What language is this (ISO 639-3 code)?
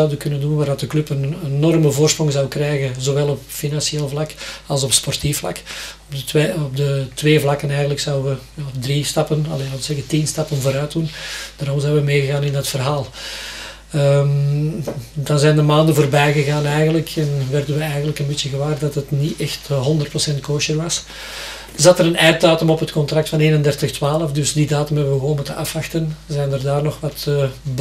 nld